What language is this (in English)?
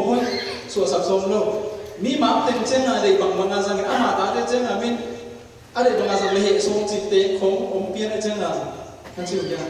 Tedim Chin